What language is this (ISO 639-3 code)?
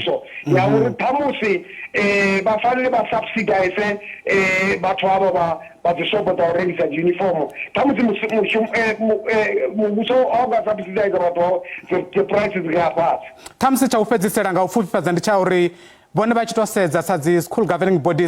ven